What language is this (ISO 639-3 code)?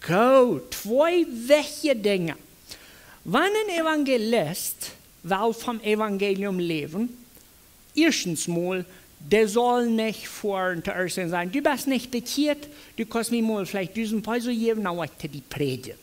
pdt